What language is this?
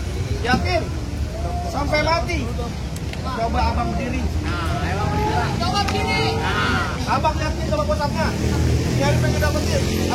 Betawi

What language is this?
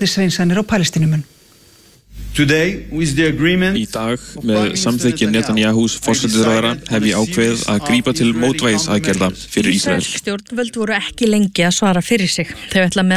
Icelandic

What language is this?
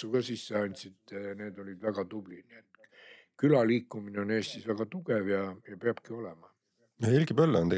Estonian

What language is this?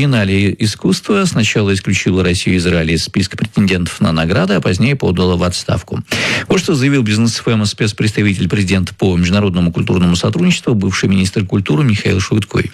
Russian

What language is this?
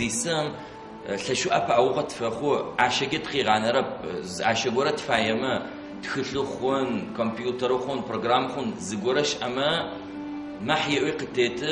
Adyghe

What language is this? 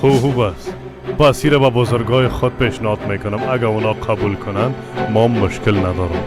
Persian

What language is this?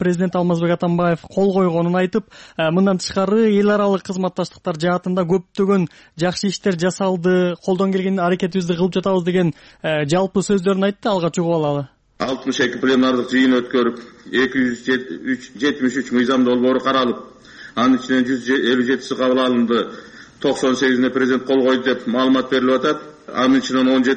Kyrgyz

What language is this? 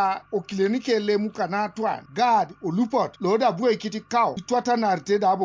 Teso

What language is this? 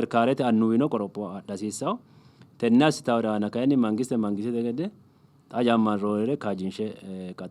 Sidamo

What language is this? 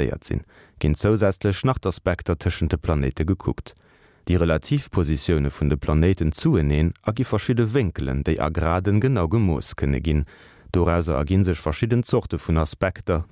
Luxembourgish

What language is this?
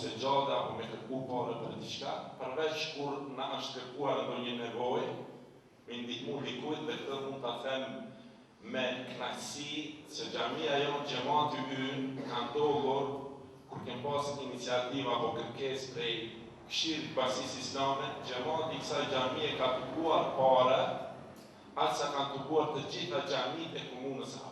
Albanian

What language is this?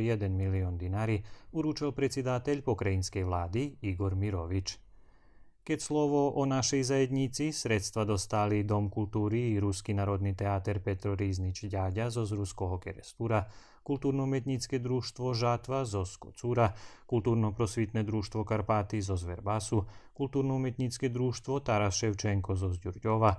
Rusyn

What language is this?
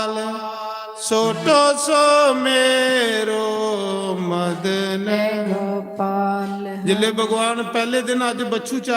Dogri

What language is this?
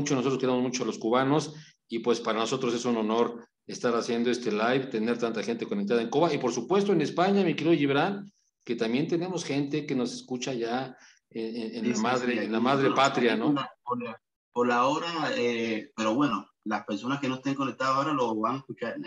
Spanish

